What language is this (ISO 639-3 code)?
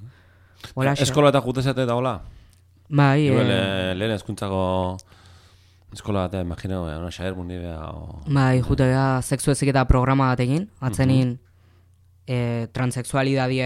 eus